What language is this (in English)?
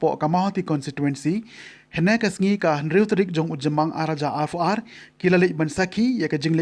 Khasi